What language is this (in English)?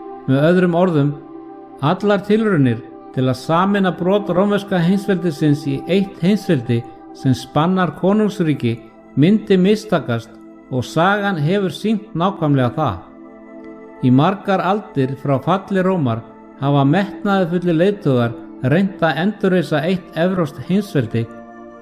Icelandic